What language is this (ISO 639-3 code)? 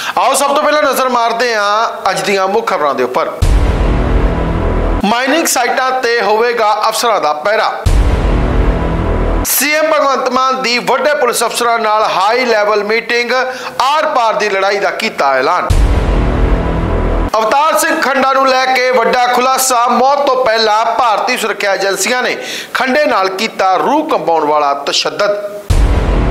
pan